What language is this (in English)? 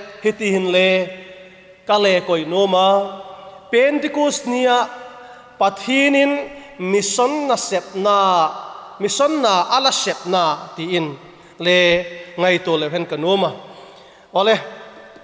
Vaiphei